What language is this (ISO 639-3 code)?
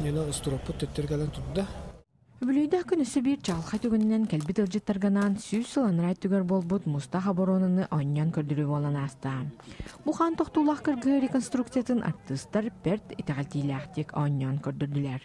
sah